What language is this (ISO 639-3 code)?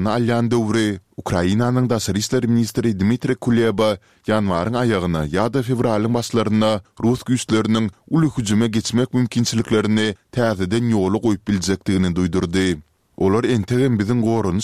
tuk